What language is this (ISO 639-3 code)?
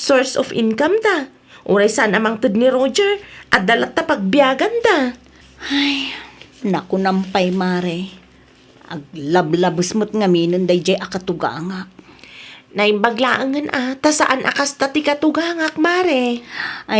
ilo